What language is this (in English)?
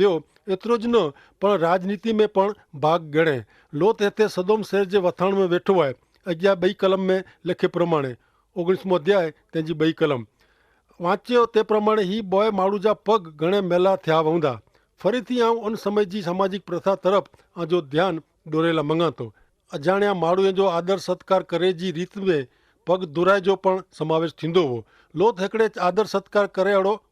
Kachhi